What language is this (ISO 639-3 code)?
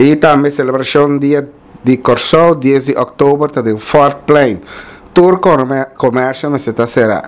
pap